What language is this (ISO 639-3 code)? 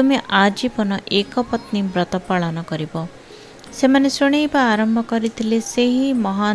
ori